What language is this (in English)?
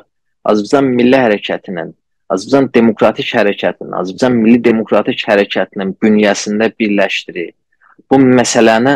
South Azerbaijani